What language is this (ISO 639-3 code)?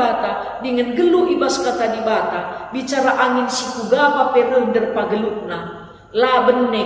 btx